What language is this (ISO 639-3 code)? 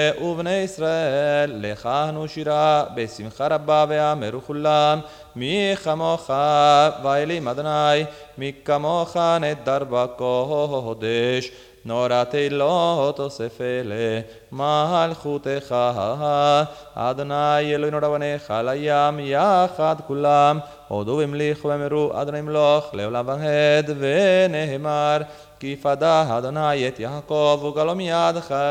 heb